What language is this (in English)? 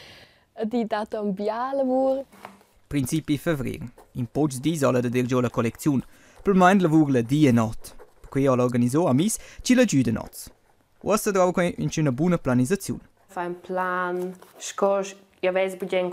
Romansh